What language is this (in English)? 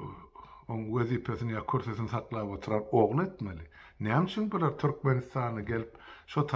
Turkmen